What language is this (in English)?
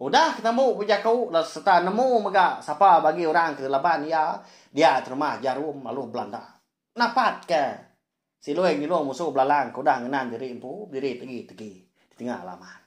Iban